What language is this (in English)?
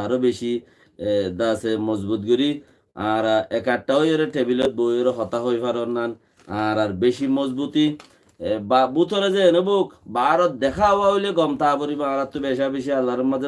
Rohingya